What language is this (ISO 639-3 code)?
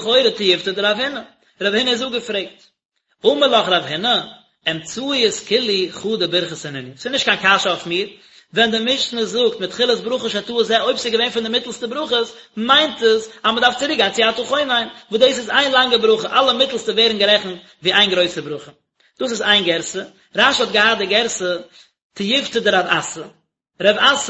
yid